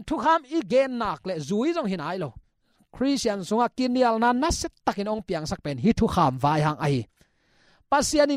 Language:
Tedim Chin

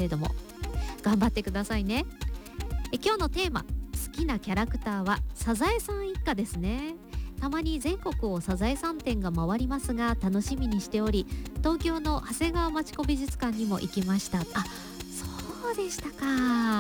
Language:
Japanese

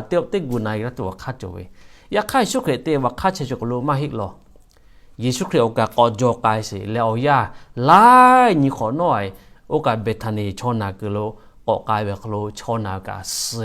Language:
Lahu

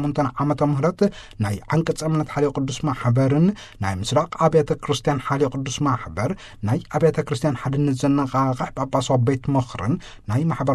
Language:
Tigrinya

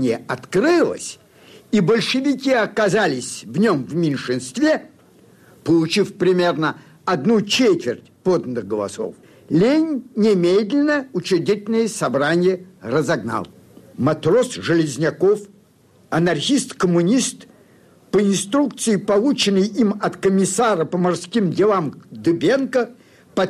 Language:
Russian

